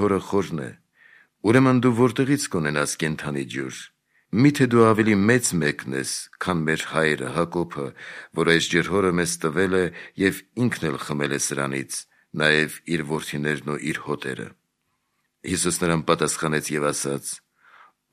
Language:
Armenian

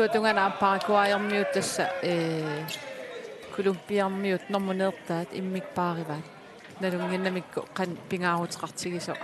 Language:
Kalaallisut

